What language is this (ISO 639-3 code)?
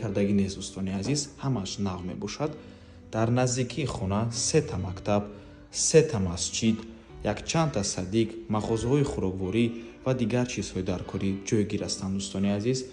tgk